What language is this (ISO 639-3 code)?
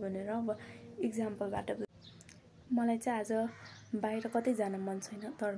nep